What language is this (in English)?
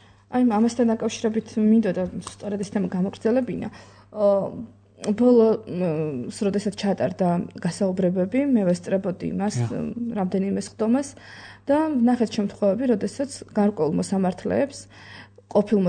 Georgian